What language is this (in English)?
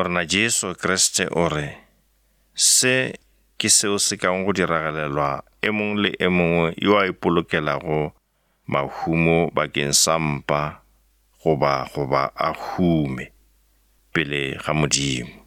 Northern Sotho